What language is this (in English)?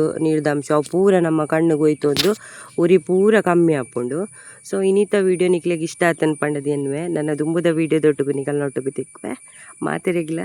Tulu